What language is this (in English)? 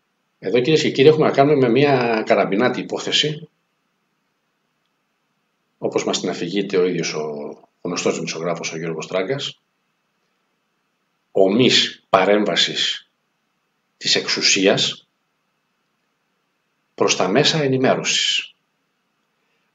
Greek